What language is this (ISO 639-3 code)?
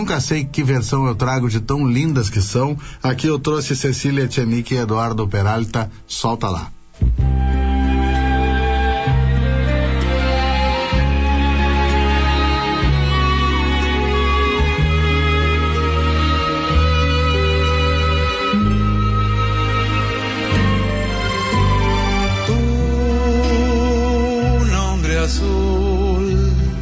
por